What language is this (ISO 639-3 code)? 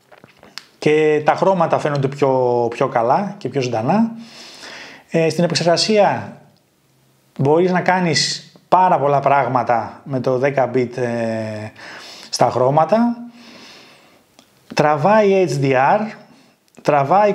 ell